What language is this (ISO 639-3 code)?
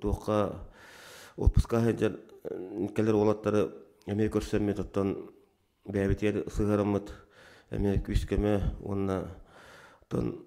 sah